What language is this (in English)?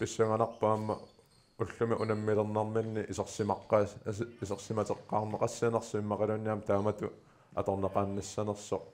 Kalaallisut